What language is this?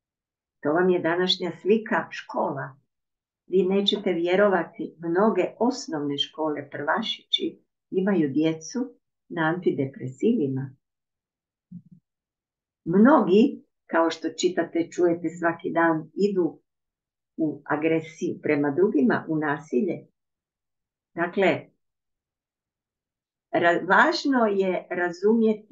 Croatian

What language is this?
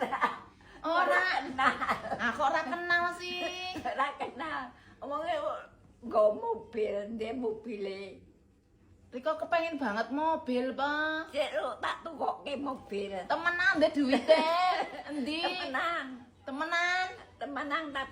Javanese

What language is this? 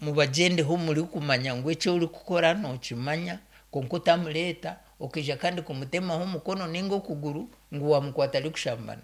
Nyankole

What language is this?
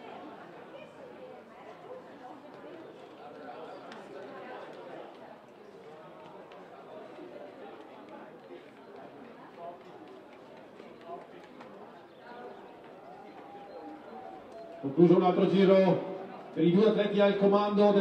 Italian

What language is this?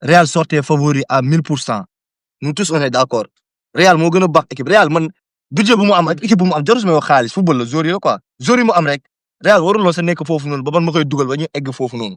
Wolof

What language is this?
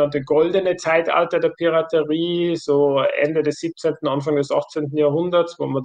German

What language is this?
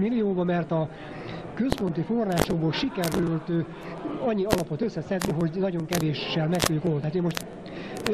Hungarian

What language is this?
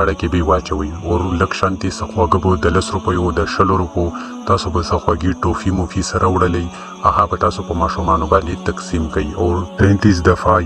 Pashto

